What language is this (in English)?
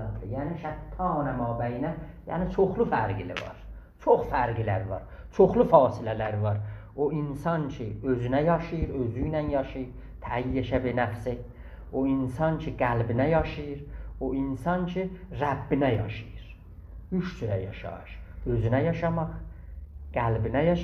South Azerbaijani